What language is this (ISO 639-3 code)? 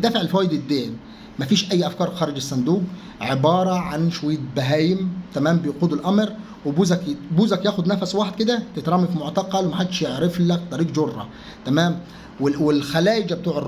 arz